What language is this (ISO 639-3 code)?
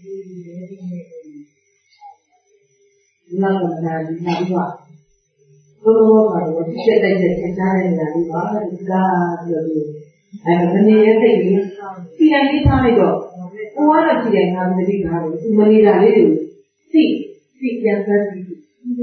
mya